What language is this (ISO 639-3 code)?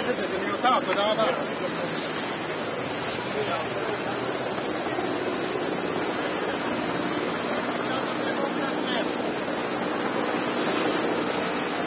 heb